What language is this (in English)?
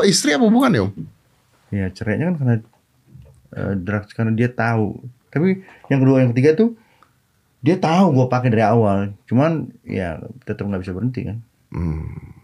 Indonesian